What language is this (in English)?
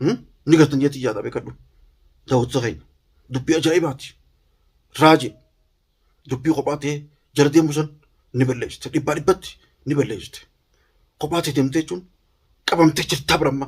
Oromo